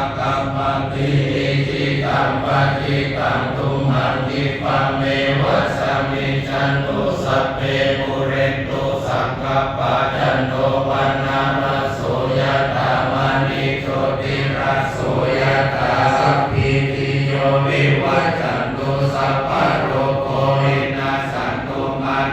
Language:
Pali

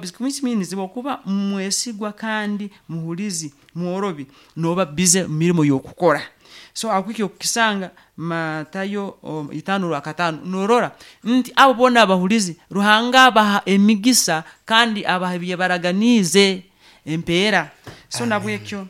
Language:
Nyankole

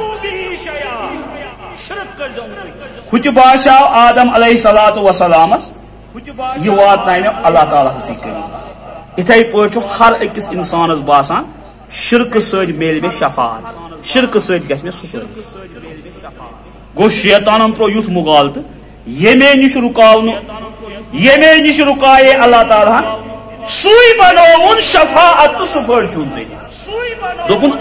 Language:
Kashmiri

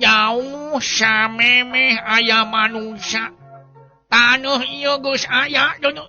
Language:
Sundanese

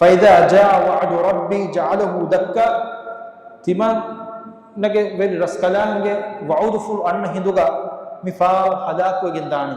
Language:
Divehi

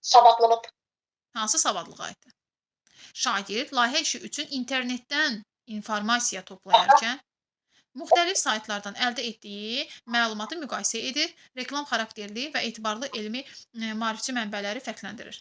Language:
Azerbaijani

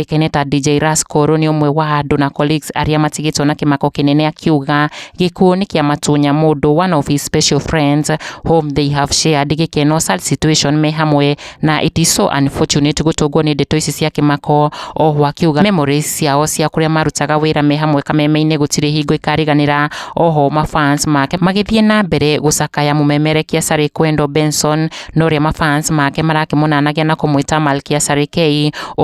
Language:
Kikuyu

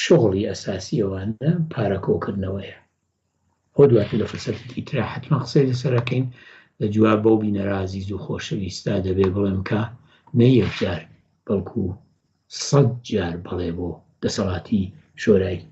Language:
Central Kurdish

